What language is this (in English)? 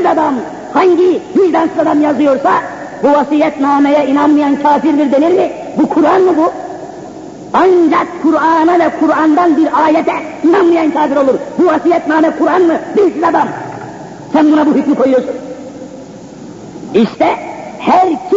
Turkish